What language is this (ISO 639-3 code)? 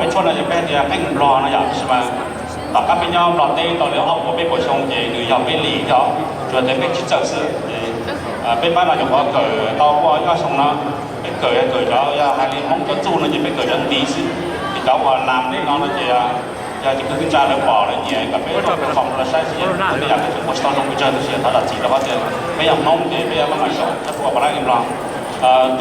hmn